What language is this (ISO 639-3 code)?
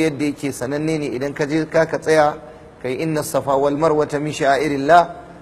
hau